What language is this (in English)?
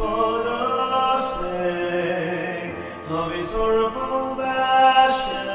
Pampanga